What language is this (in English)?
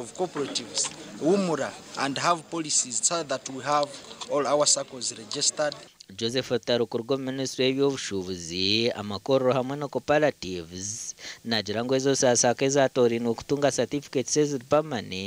Nyankole